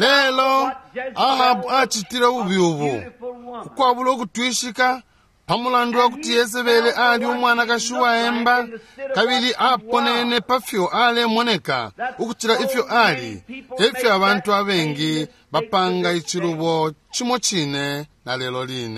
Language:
Bemba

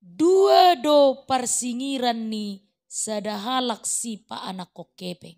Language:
Batak Toba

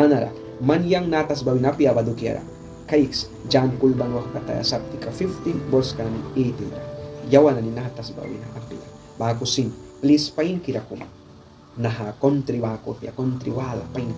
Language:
Mískito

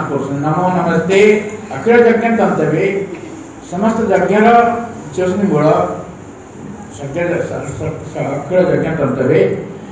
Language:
Odia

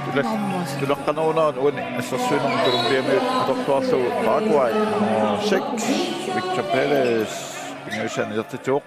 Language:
Kalaallisut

